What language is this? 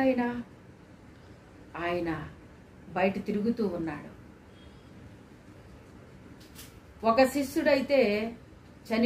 Telugu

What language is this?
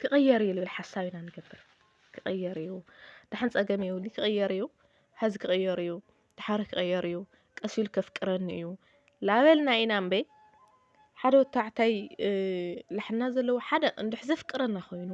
Tigrinya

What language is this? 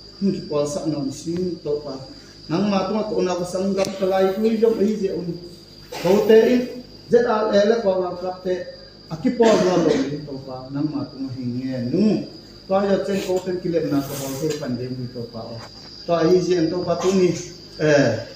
Tedim Chin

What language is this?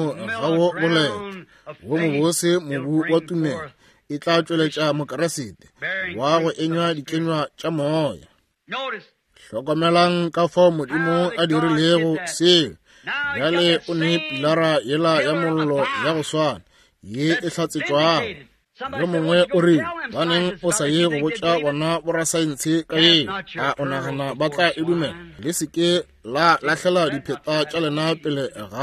Northern Sotho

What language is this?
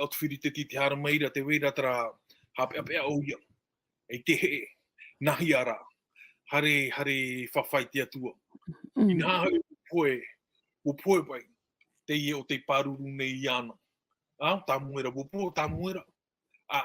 Tahitian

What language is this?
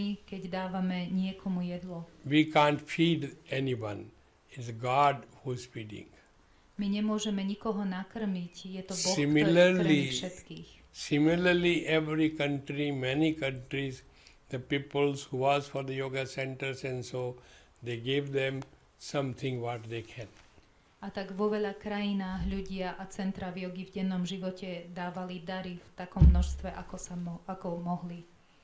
Slovak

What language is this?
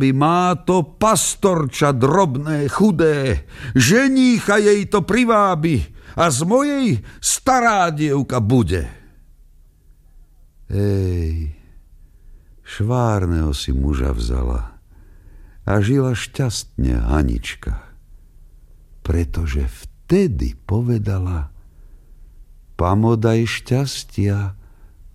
Slovak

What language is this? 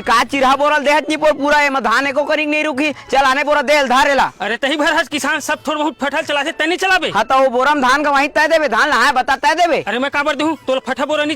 Chhattisgarhi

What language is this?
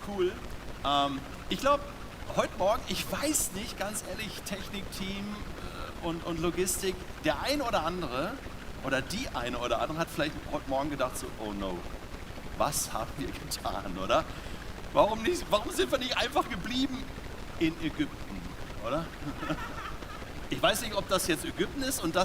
Swiss German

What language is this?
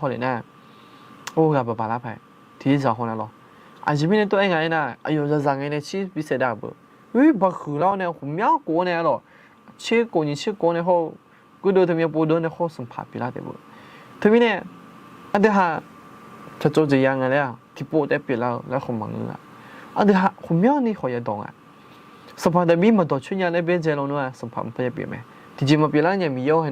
Akha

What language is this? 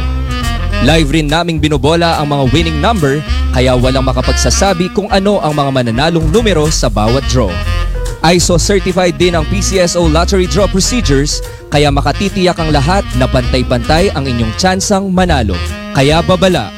Filipino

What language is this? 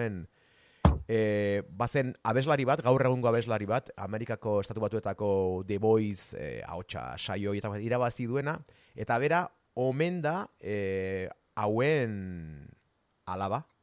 Basque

